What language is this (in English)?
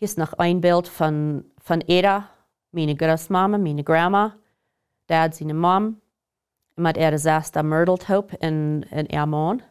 Plautdietsch